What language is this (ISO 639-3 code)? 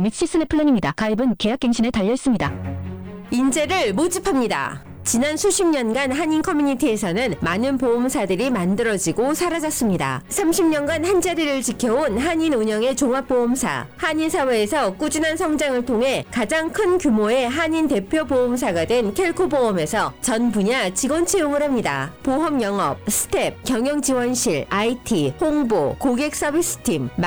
kor